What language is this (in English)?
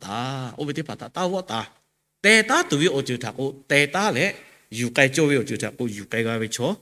Lahu